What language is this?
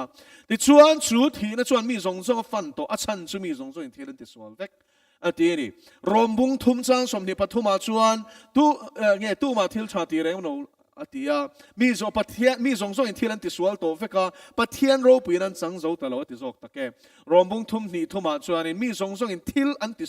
Mizo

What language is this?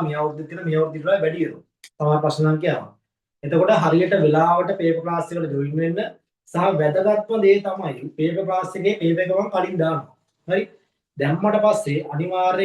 Sinhala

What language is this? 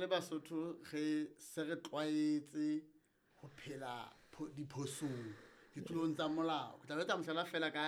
Southern Sotho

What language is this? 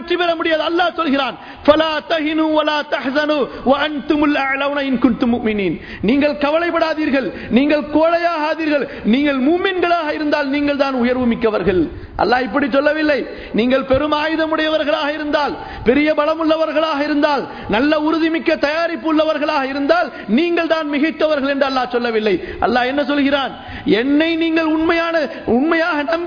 Tamil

